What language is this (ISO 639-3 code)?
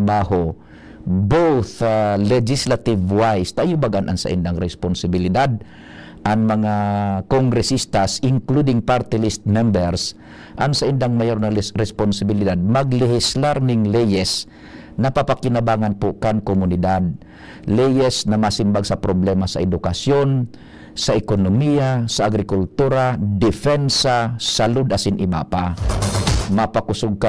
bik